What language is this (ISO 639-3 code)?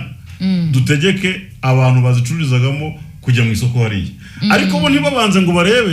kin